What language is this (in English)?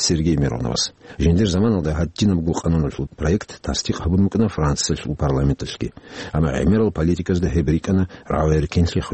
Avaric